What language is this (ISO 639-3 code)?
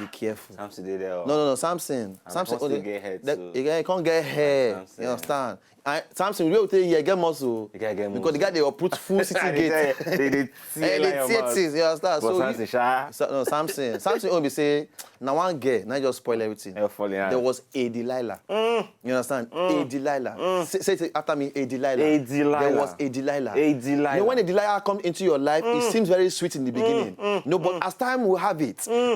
pcm